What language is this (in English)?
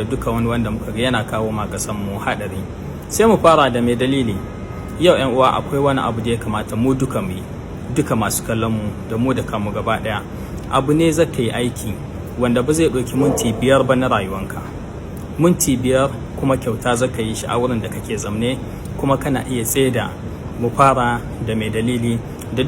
Hausa